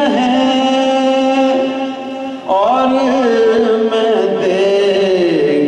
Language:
Urdu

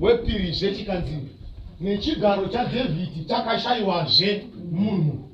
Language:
Shona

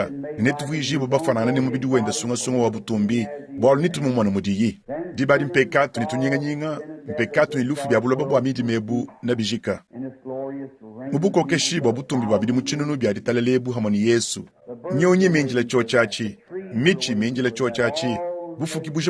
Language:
Luba-Lulua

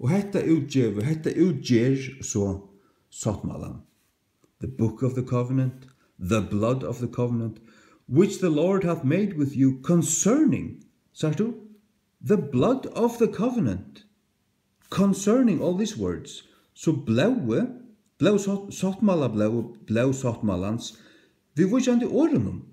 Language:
Faroese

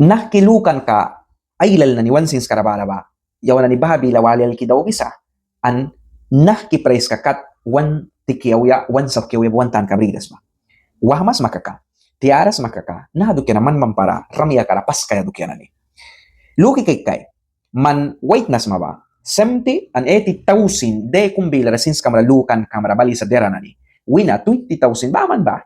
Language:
Mískito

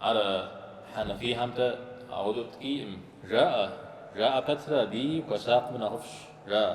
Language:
Kabardian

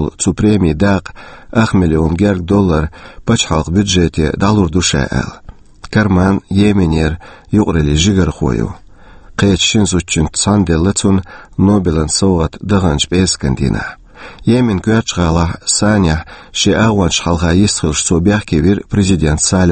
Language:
Chechen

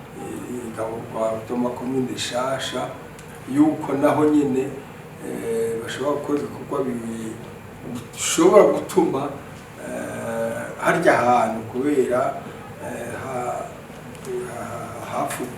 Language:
Rundi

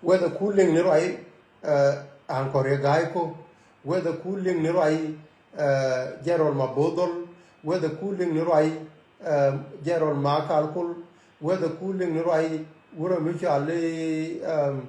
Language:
Nuer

